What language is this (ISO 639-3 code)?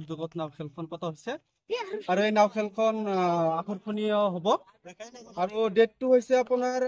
asm